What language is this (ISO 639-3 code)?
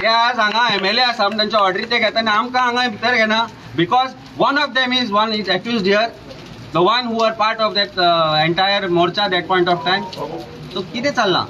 kok